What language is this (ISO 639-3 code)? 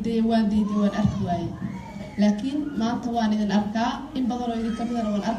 som